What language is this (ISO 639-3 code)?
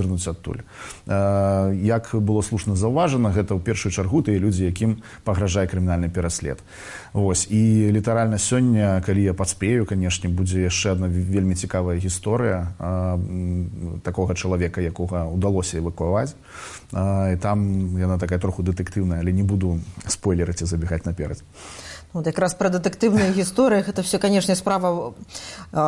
bel